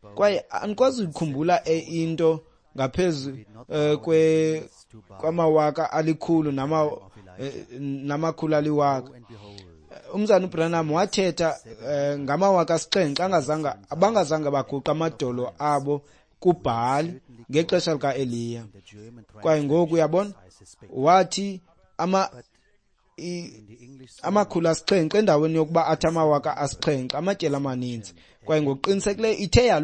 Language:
Xhosa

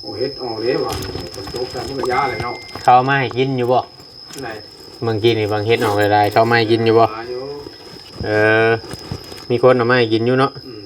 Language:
Northeastern Thai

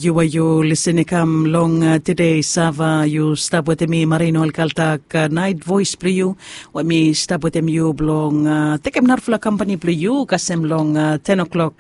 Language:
Bislama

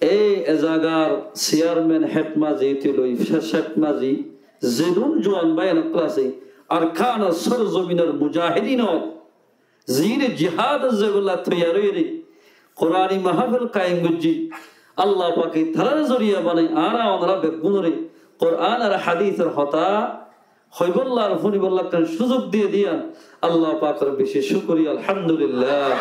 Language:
Rohingya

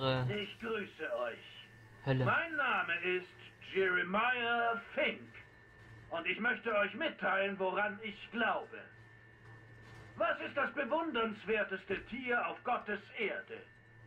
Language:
German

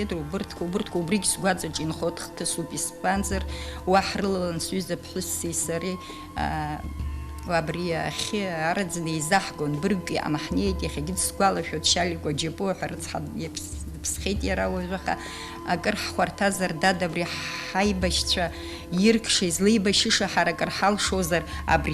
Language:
Abkhazian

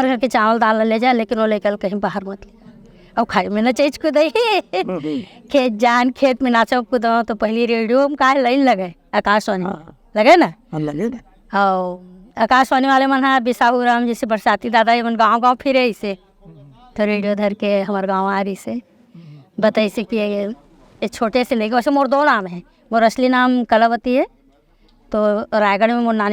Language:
Chhattisgarhi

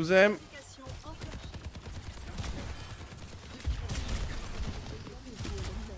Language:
French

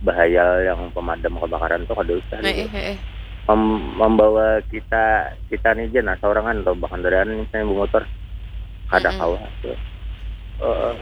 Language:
Banjar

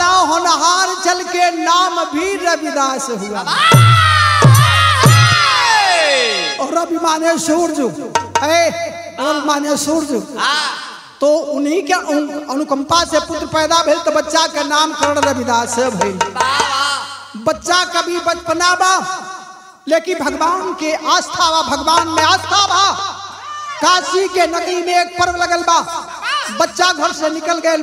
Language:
Bhojpuri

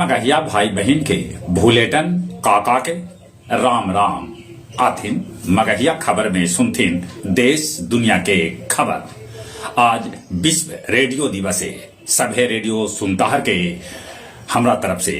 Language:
Magahi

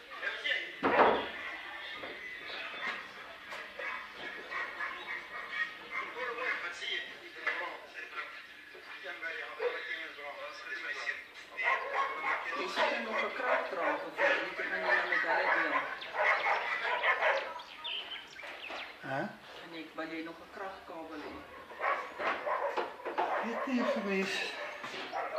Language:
Afrikaans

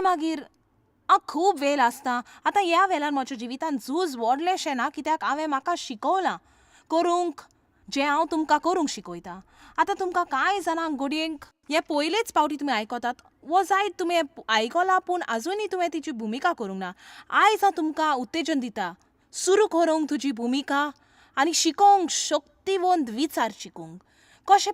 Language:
Konkani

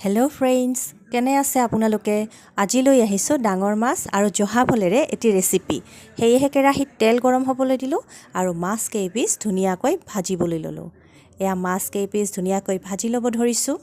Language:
Assamese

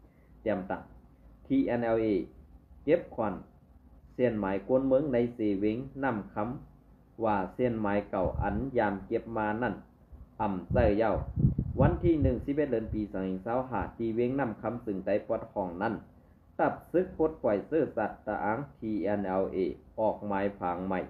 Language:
Shan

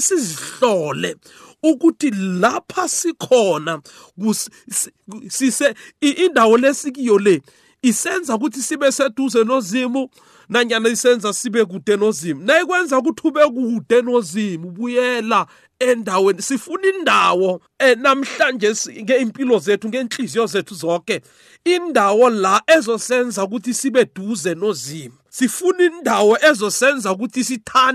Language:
South Ndebele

